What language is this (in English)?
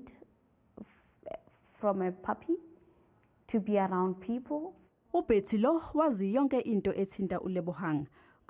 Zulu